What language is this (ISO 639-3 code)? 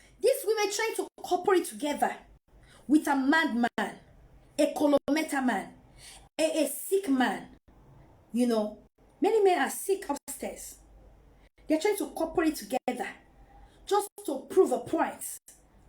pcm